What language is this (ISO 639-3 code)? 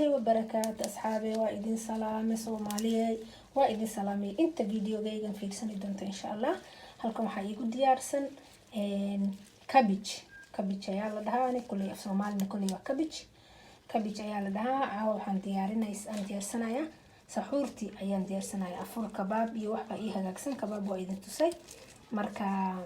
som